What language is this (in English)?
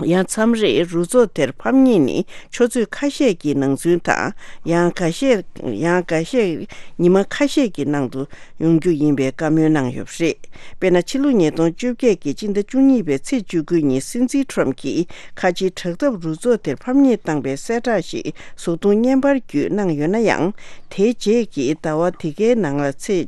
Tibetan